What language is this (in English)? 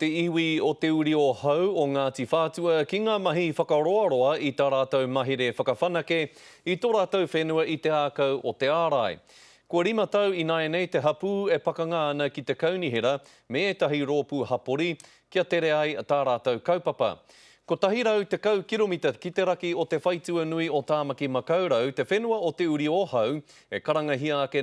Māori